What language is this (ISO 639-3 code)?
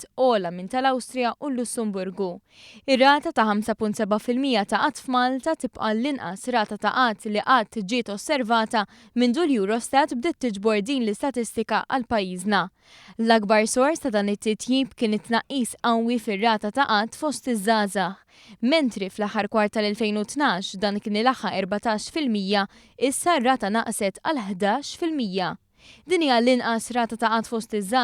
mlt